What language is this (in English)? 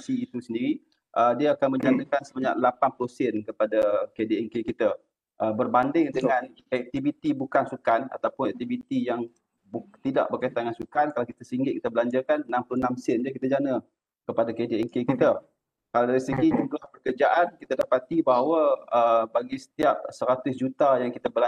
Malay